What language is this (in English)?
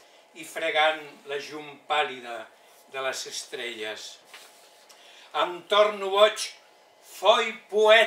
Catalan